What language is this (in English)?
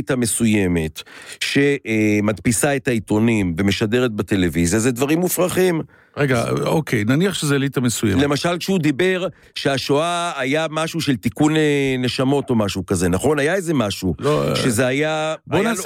Hebrew